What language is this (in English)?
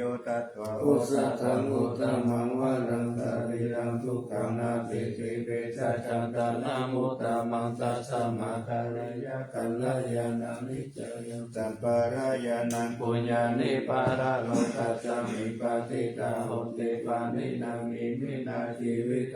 Pali